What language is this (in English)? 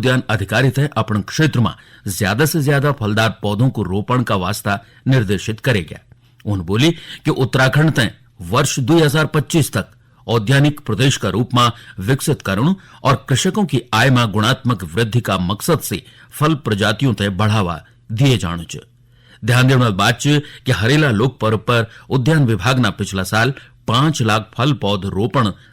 Garhwali